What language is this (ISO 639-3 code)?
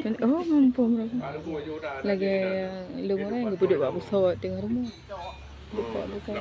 ace